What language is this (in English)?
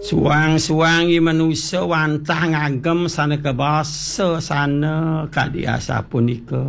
Balinese